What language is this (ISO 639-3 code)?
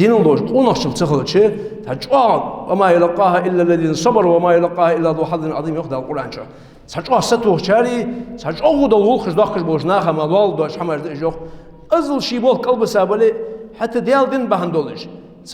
inh